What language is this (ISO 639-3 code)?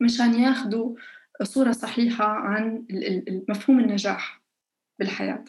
apc